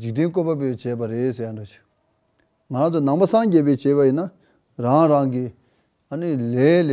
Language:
Tibetan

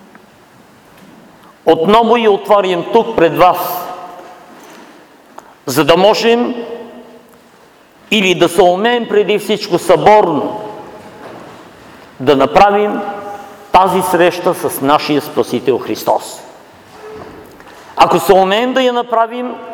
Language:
Bulgarian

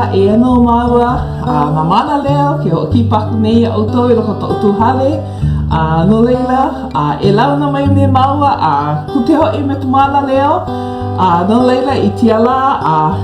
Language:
Hawaiian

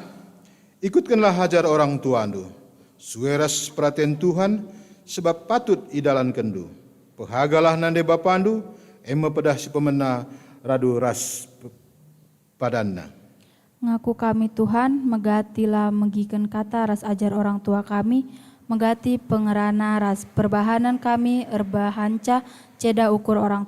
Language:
Batak Karo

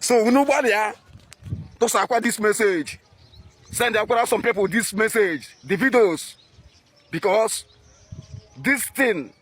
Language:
Igbo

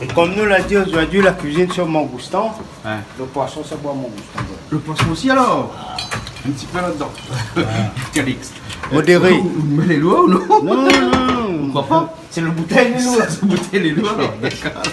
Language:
Réunion Creole French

